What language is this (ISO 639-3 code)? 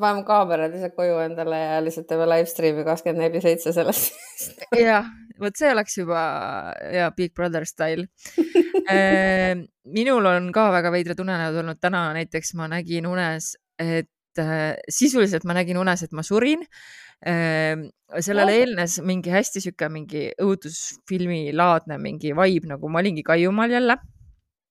est